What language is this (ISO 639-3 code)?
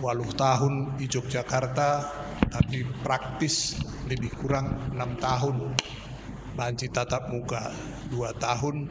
btx